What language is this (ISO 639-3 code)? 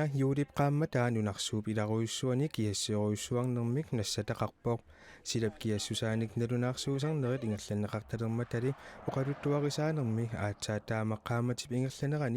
kal